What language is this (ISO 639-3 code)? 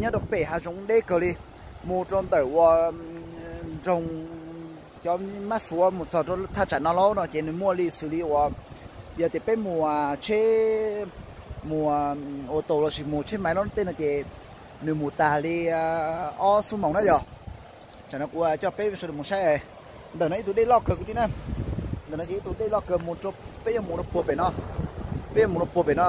hmn